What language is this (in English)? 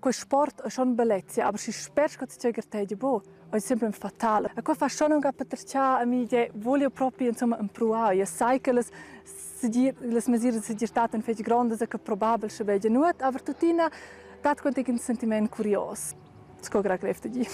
Romansh